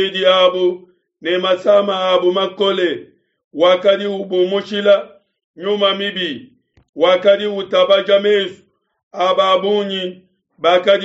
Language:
Luba-Lulua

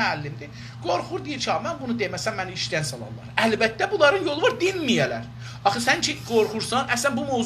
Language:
South Azerbaijani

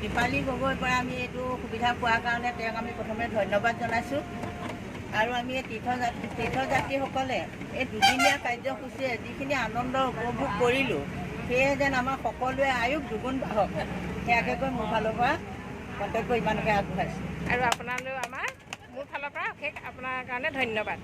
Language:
Assamese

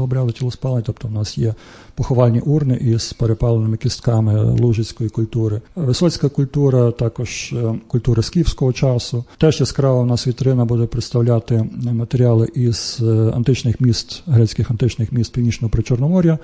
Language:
Ukrainian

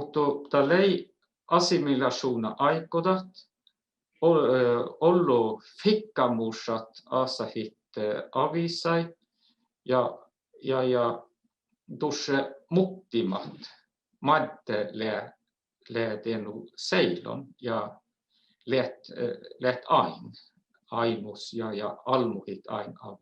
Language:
Northern Sami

